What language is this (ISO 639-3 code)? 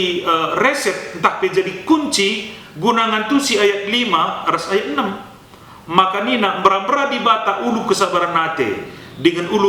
btx